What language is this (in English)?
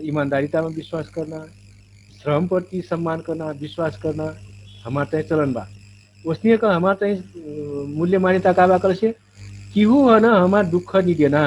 Dangaura Tharu